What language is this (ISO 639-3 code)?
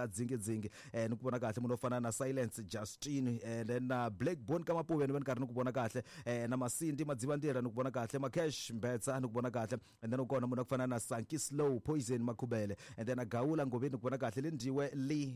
tso